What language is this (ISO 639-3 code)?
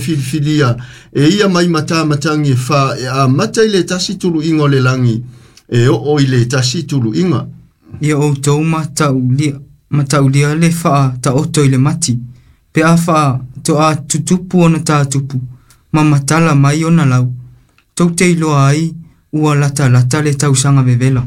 smo